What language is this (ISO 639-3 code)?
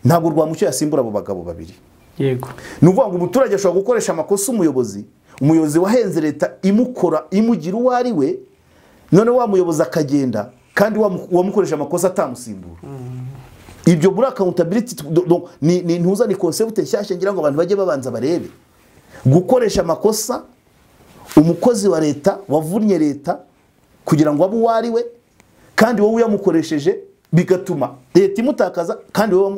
kin